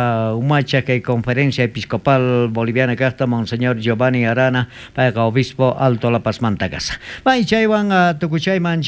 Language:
South Bolivian Quechua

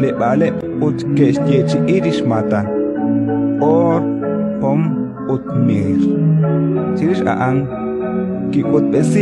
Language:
Kekchí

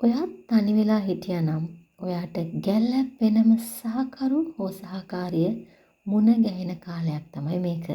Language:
Sinhala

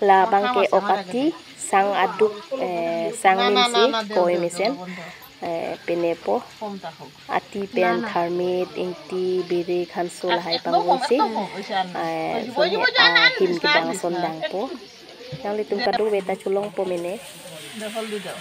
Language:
Karbi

